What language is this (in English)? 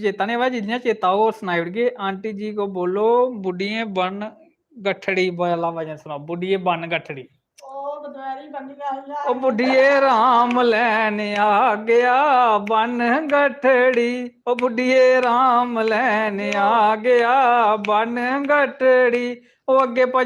Dogri